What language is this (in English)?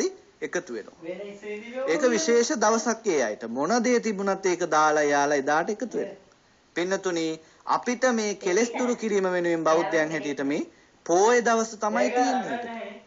Sinhala